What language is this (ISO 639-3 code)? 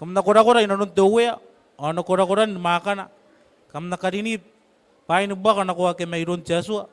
gil